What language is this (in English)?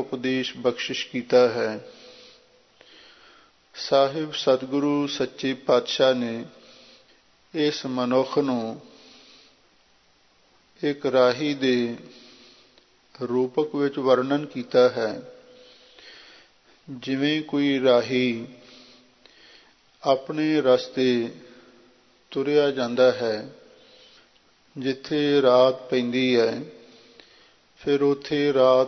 Punjabi